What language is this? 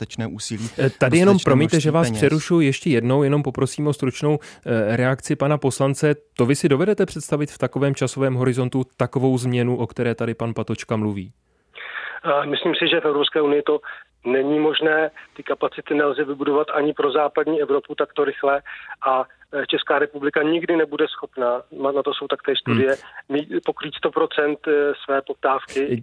Czech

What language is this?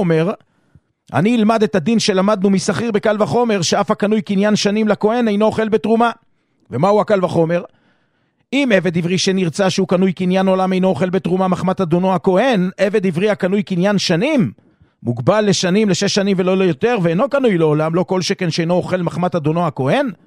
Hebrew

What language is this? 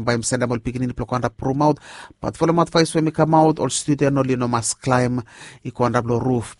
Bislama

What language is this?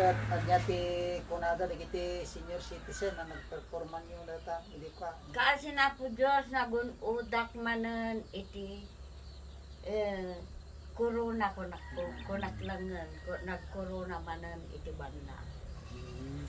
Iloko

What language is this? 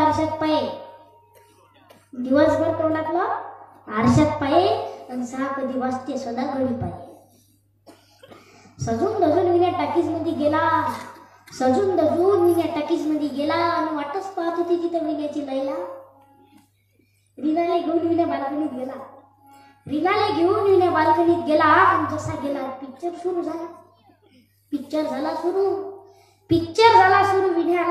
Marathi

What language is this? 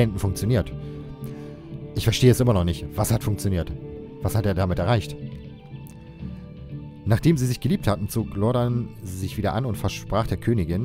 German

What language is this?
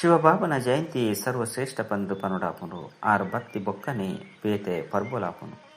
Tulu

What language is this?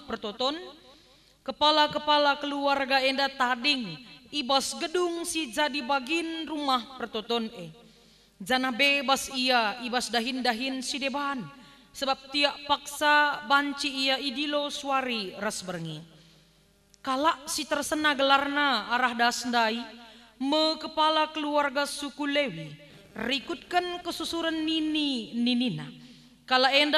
Batak Karo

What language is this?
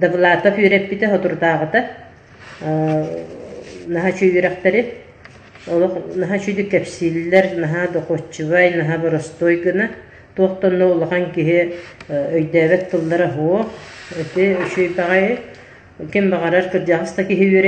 Yakut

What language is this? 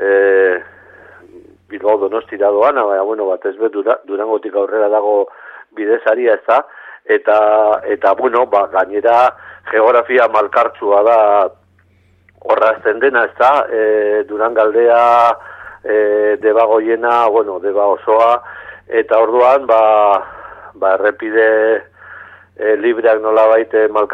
Basque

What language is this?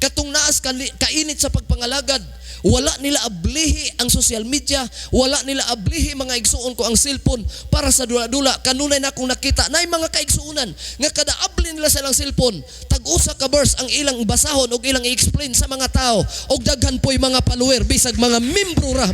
Cebuano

